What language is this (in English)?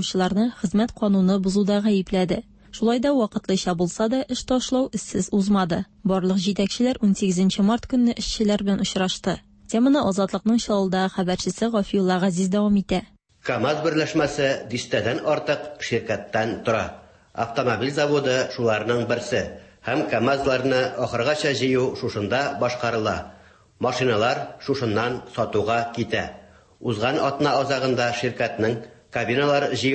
Tatar